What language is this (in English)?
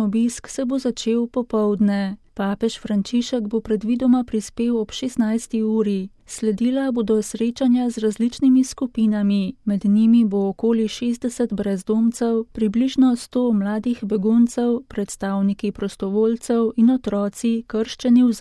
Slovenian